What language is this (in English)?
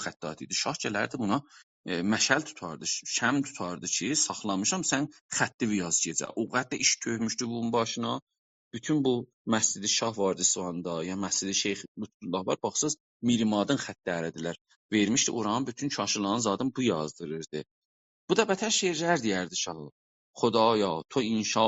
South Azerbaijani